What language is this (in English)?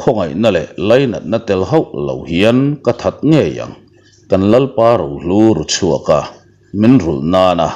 Mizo